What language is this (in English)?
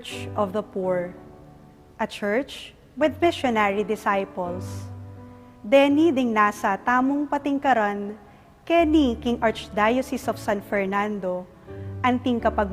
Pampanga